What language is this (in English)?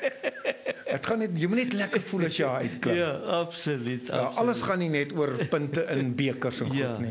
Afrikaans